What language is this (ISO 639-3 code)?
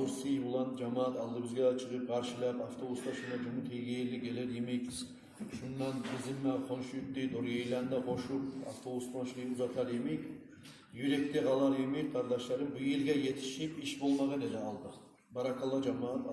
kum